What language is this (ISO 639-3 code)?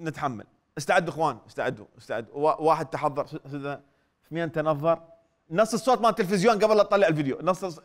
acm